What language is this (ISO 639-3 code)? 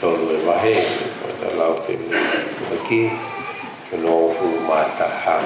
ton